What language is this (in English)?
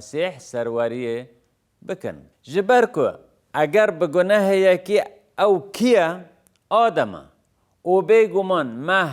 Kurdish